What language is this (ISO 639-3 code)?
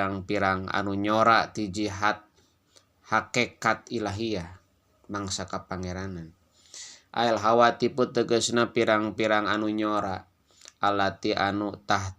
sun